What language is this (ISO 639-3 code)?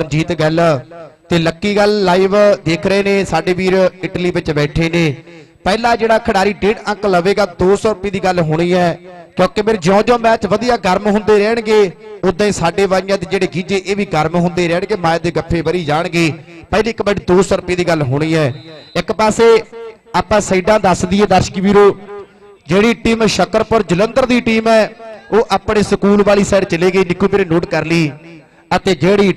pan